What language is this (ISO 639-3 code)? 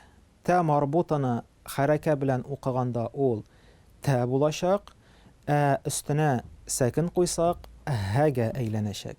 tat